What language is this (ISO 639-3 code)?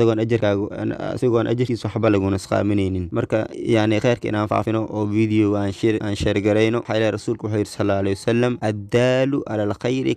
som